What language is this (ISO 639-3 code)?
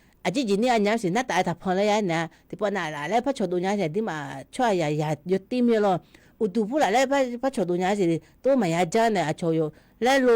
ahk